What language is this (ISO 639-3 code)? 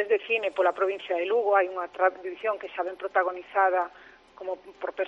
glg